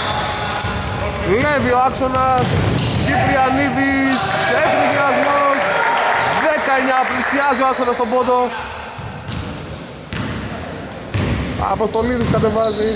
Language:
Greek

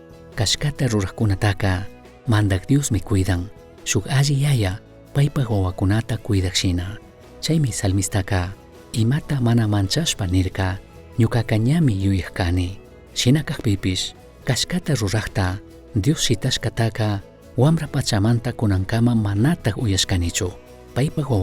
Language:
Chimborazo Highland Quichua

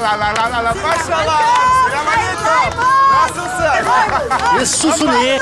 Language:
Crimean Tatar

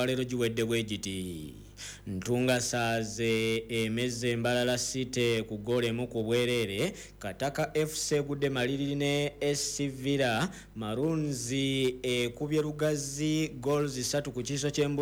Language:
Ganda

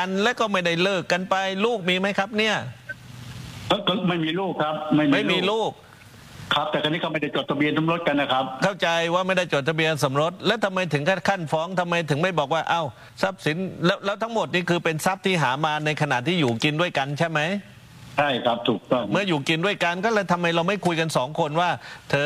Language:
Thai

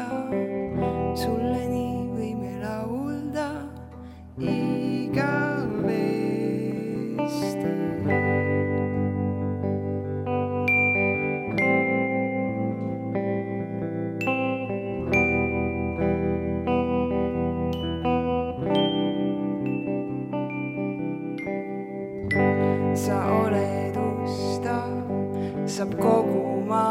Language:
Estonian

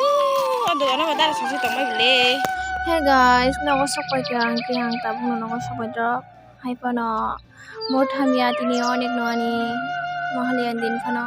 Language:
Kok Borok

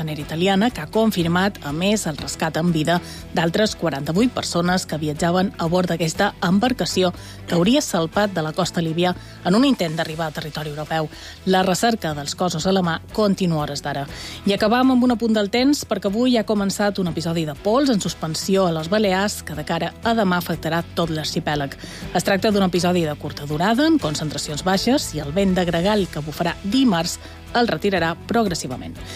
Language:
Catalan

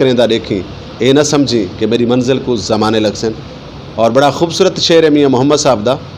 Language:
Saraiki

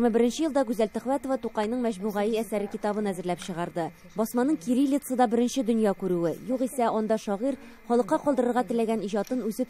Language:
Tatar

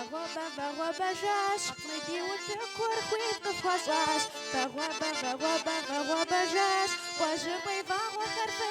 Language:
Kabardian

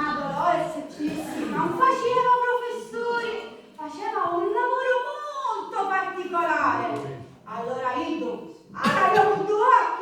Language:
Sicilian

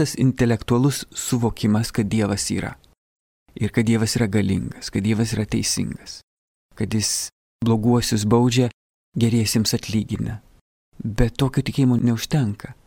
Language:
Lithuanian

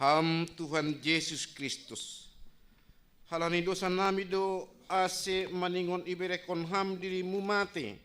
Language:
Batak Simalungun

